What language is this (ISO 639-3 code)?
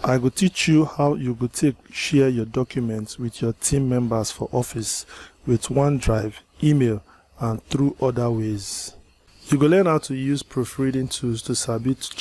pcm